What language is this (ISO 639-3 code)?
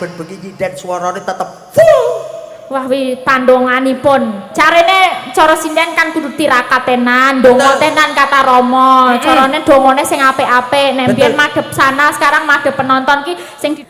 jav